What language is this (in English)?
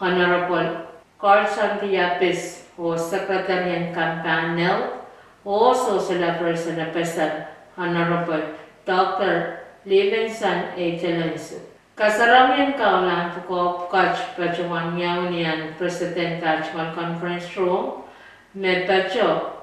Pohnpeian